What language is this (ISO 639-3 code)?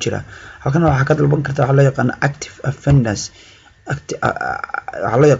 som